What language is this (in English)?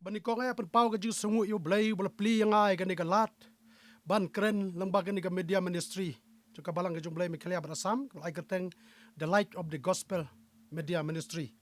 Khasi